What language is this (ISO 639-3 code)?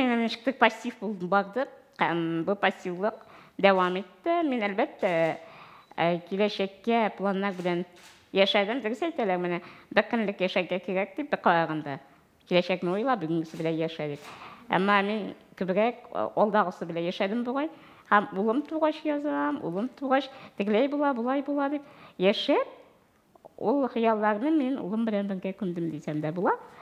tat